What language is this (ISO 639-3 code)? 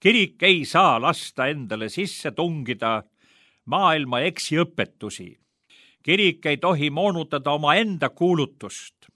est